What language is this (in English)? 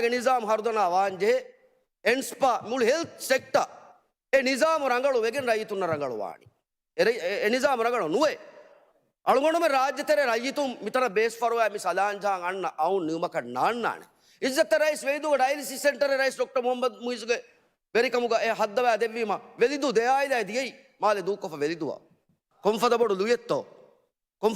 Divehi